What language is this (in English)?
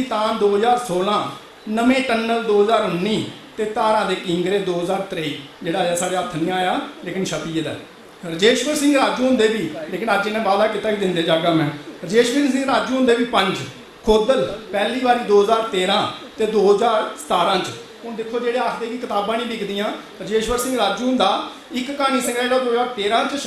Dogri